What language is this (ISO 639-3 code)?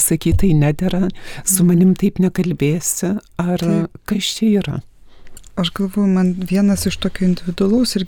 lit